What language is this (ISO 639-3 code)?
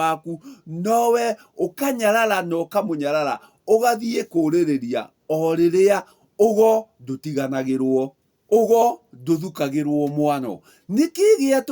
kik